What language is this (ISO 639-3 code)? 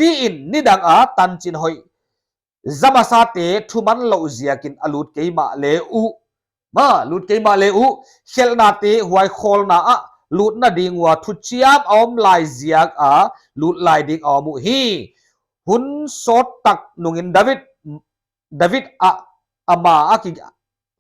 pck